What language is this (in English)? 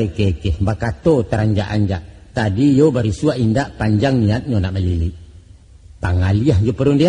Minangkabau